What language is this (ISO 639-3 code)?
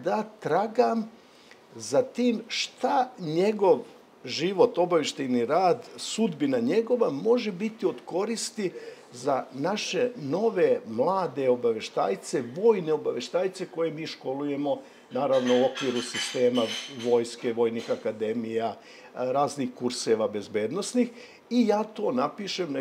srp